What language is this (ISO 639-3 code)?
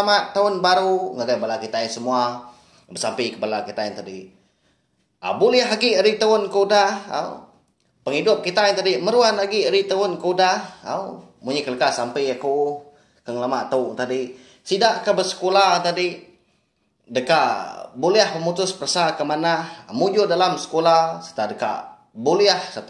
iba